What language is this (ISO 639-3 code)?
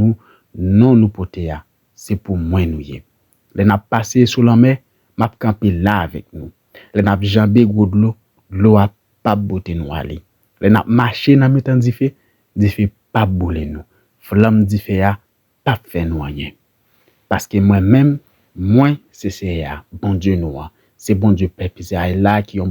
hat